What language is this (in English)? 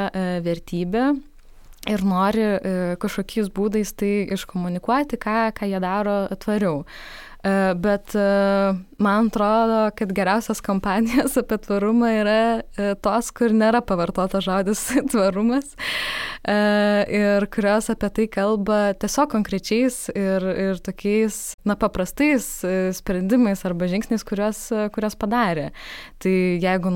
Lithuanian